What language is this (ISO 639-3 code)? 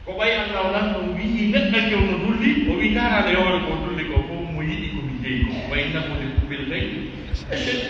fuf